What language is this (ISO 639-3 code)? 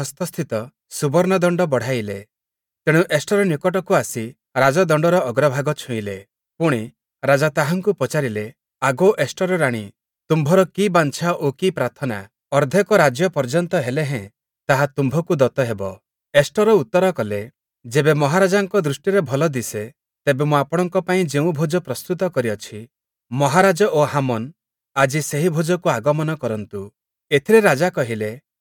ori